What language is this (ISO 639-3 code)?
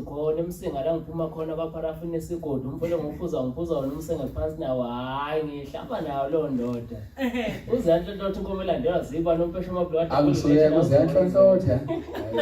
zul